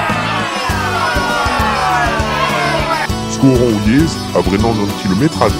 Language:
Breton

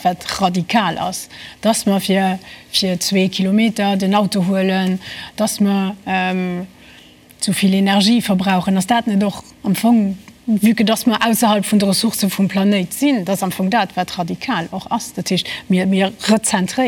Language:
Luxembourgish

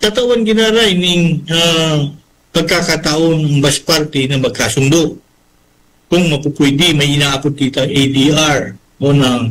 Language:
Bikol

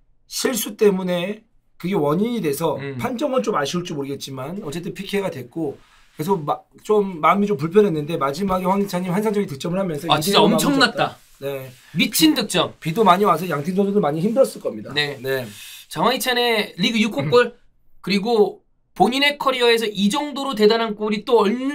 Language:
Korean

